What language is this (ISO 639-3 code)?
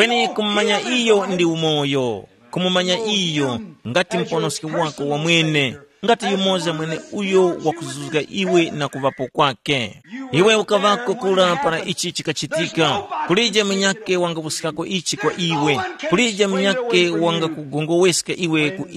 tum